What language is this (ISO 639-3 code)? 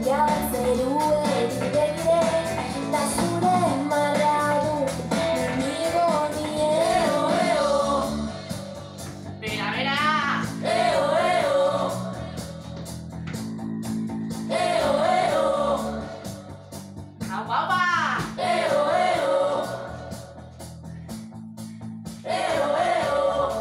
eus